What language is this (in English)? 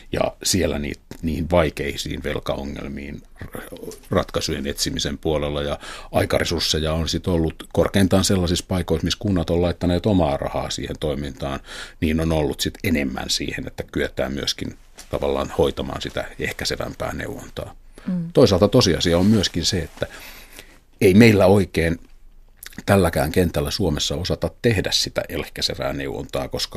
Finnish